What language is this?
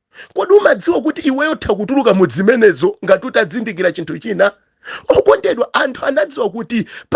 Nyanja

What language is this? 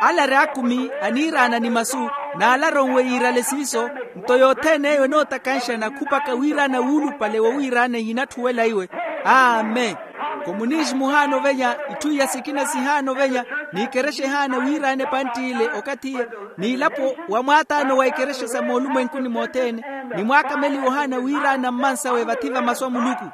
Makhuwa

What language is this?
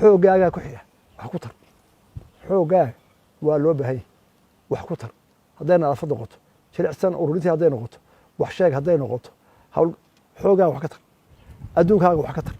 Somali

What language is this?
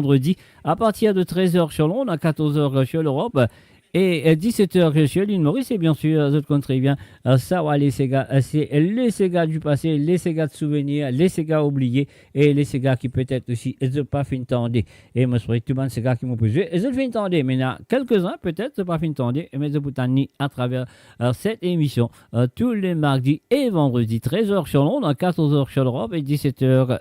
Morisyen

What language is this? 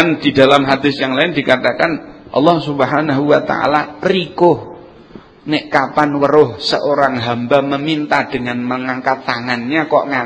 Javanese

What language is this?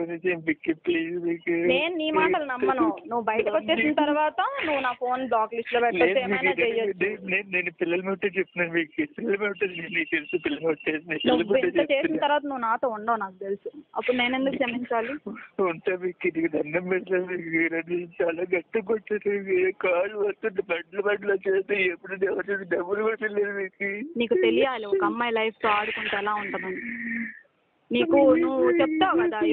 Telugu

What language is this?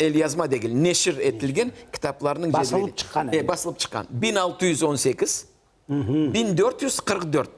Crimean Tatar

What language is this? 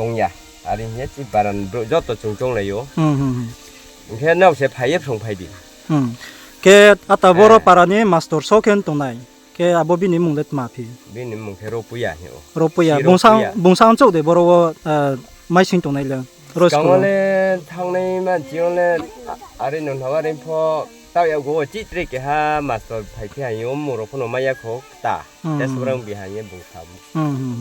Riang (India)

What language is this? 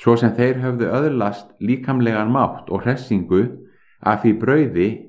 Icelandic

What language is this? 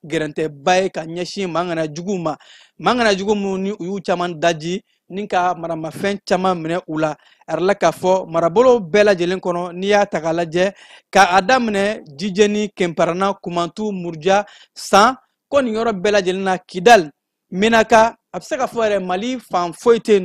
Bambara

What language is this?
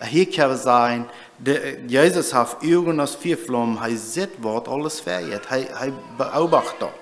Plautdietsch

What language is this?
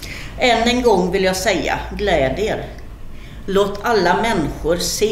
Swedish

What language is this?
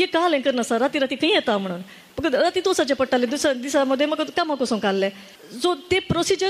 Konkani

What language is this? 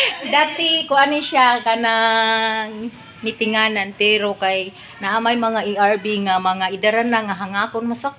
Cebuano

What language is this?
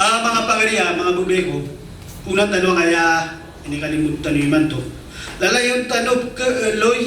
Maranao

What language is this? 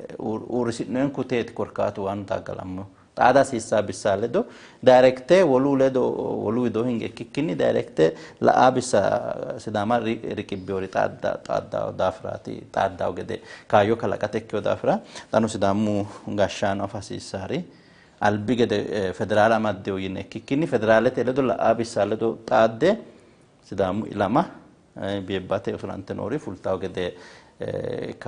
Sidamo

